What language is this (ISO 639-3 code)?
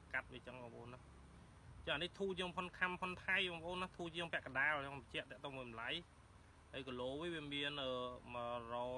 khm